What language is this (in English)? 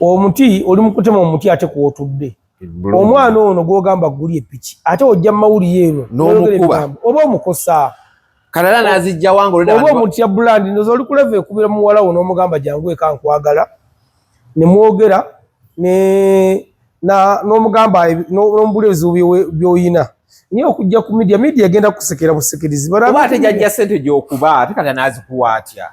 Ganda